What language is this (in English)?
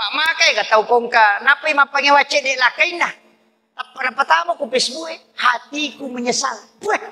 Buginese